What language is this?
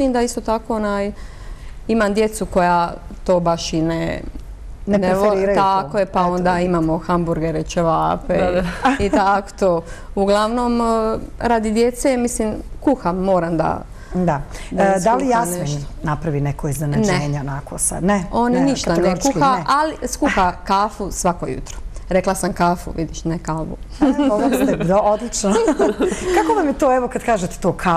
Bosnian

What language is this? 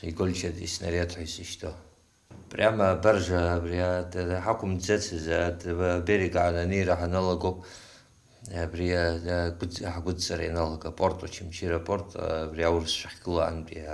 Abkhazian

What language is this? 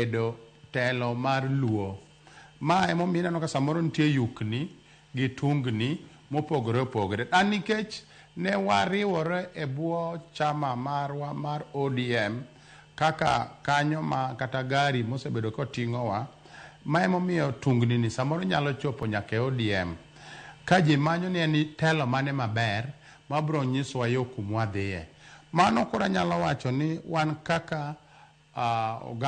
Luo (Kenya and Tanzania)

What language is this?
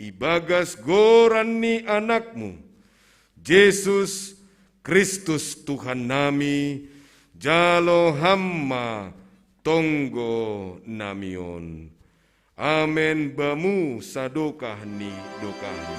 Batak Simalungun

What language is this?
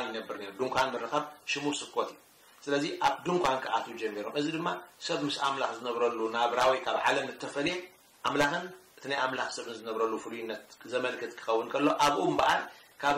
Tigrinya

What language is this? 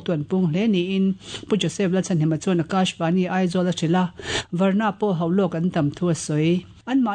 Mizo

